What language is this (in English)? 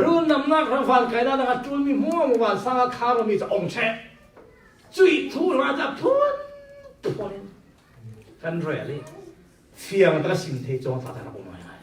Falam Chin